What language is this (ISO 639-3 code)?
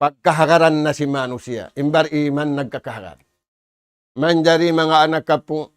tsg